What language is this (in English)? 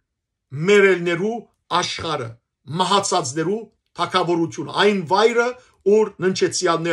Western Armenian